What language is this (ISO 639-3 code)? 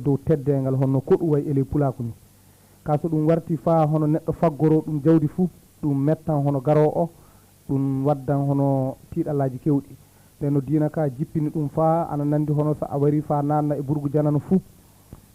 ful